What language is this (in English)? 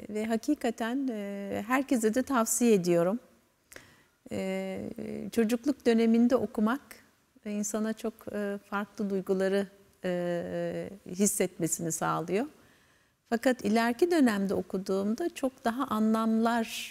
Turkish